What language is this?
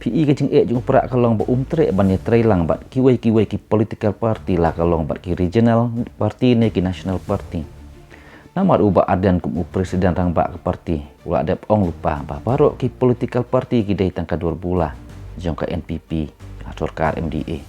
Khasi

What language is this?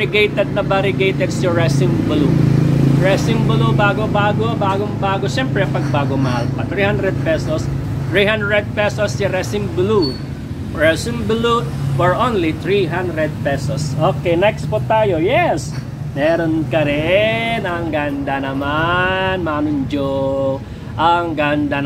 Filipino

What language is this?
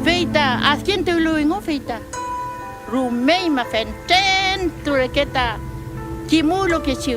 Mapuche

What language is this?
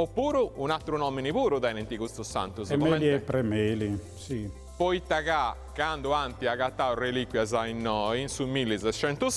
Sardinian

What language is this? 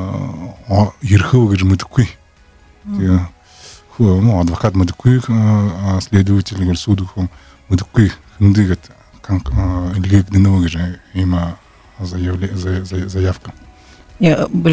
Buriat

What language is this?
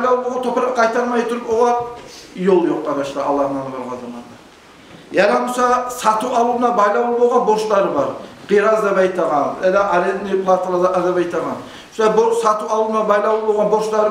Kumyk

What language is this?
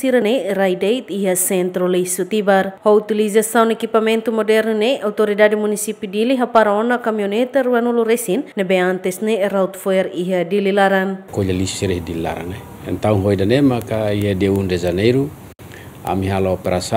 Tetum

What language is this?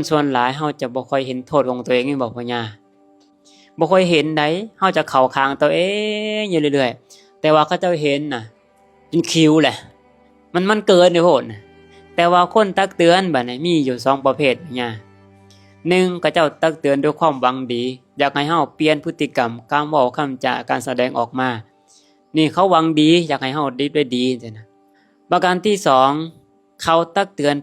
Lao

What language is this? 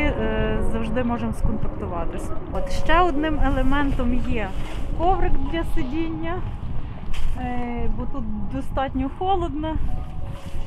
Ukrainian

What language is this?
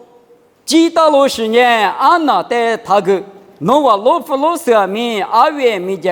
Lisu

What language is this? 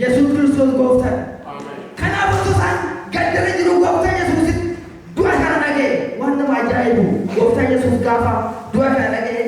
Oromo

